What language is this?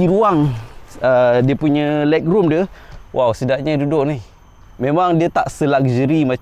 Malay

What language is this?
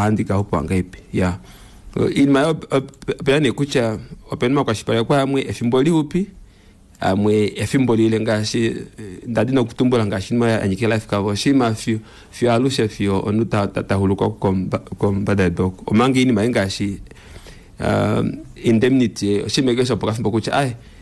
Kuanyama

